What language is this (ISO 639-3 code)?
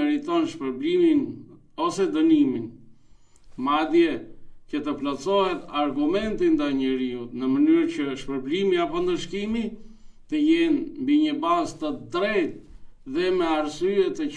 sqi